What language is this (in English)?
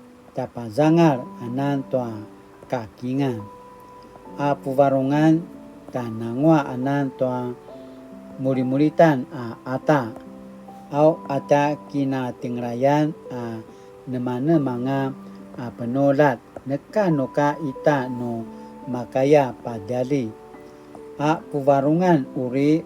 Paiwan